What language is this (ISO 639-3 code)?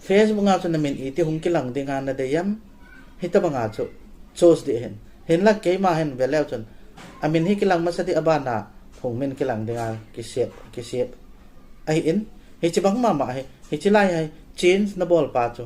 tcz